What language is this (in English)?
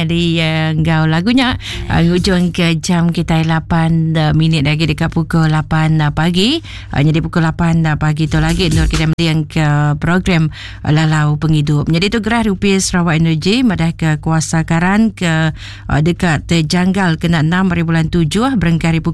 Iban